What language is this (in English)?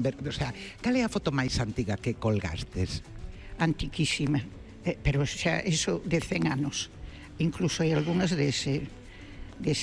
Galician